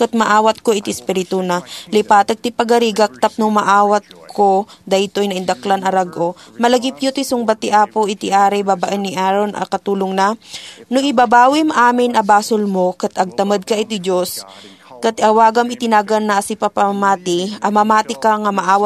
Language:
Iloko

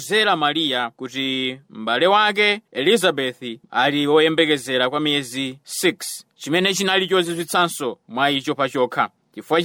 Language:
Nyanja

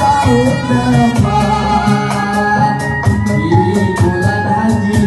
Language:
Betawi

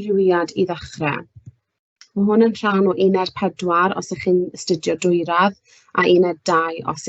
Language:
Welsh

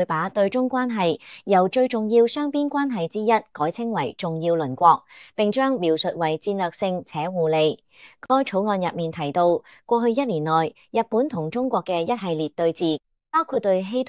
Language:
Cantonese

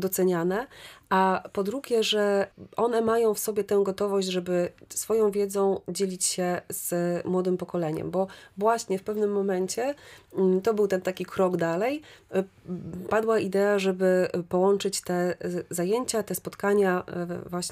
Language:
Polish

